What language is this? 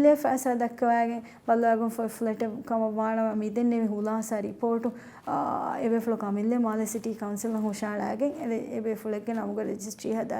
Divehi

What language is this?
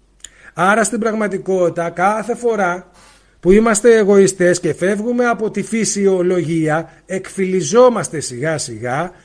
Greek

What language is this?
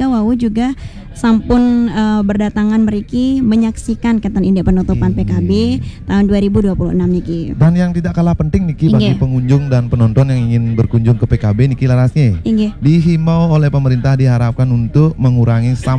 Balinese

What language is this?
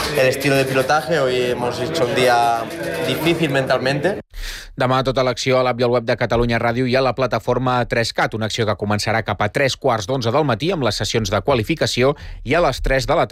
Catalan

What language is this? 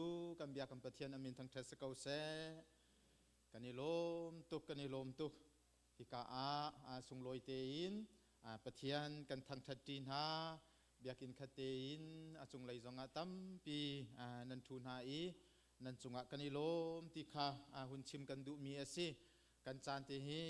Hakha Chin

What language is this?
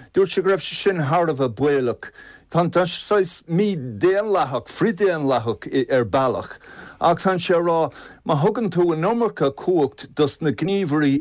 Irish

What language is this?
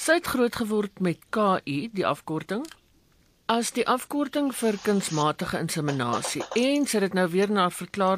Afrikaans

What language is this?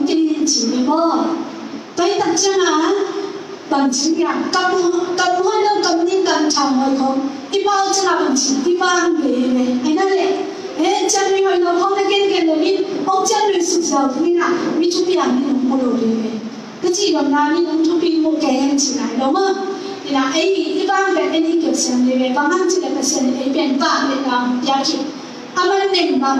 Tedim Chin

